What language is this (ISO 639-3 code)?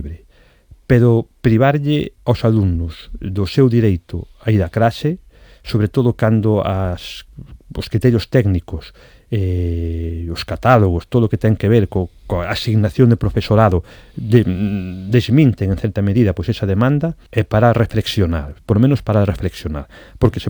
glg